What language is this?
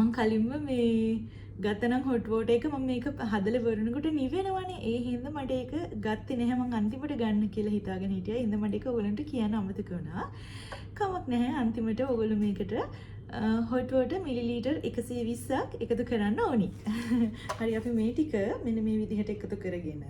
Sinhala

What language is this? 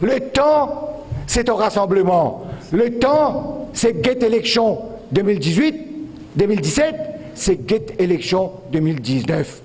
Morisyen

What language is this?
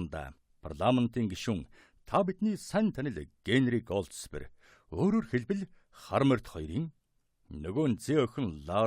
Mongolian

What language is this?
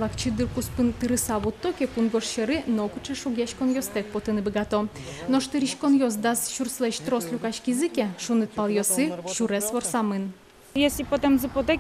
Udmurt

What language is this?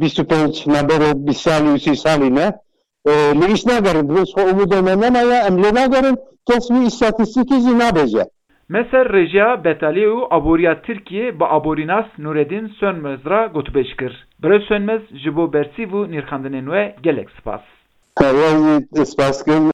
Kurdish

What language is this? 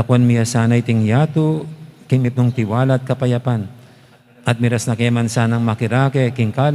Pampanga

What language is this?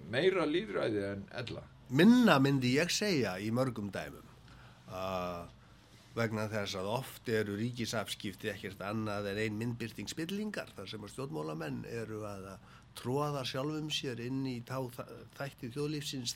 Icelandic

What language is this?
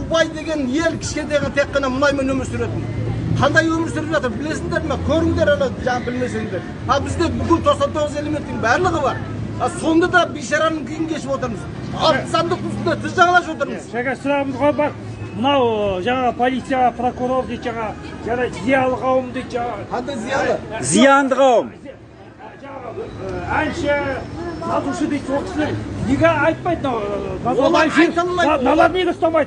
Kazakh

